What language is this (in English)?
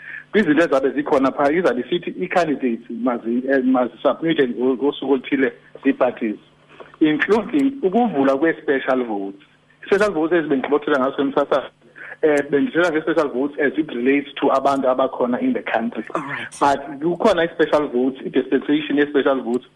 Xhosa